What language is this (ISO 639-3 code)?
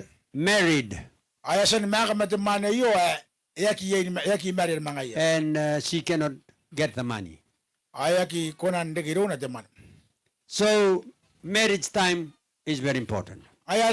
gil